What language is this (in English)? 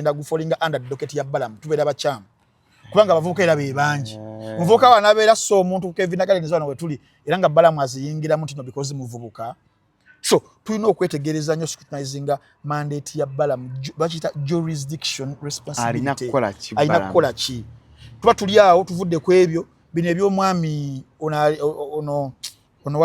Ganda